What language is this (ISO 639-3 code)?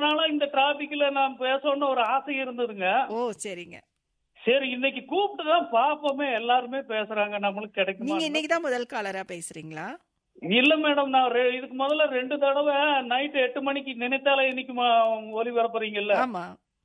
tam